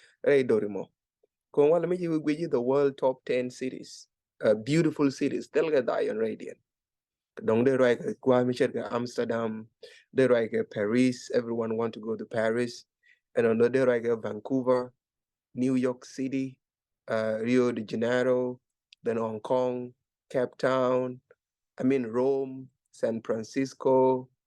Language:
Nuer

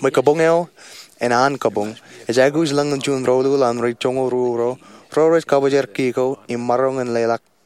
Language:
Marshallese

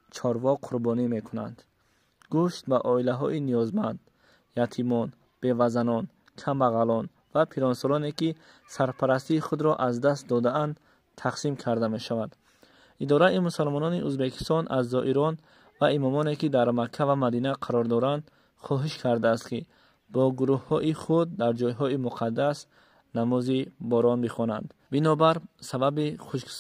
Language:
Tajik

